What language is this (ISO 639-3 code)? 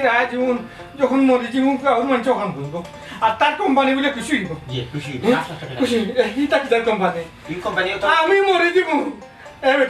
syl